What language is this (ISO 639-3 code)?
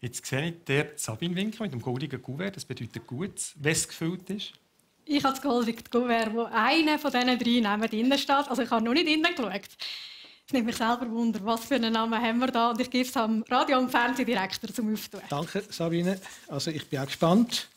gsw